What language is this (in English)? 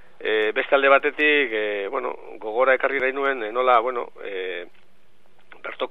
Basque